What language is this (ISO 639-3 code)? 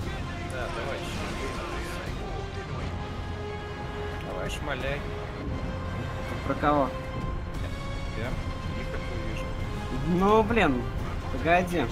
rus